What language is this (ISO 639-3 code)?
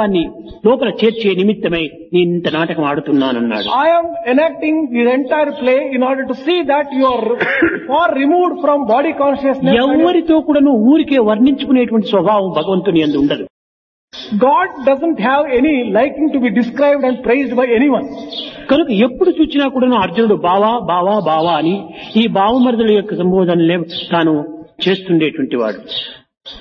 tel